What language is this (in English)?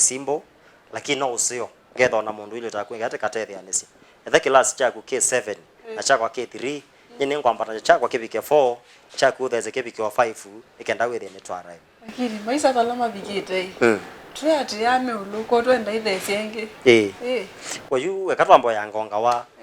Kamba